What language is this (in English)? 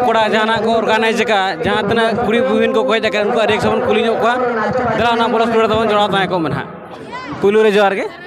Santali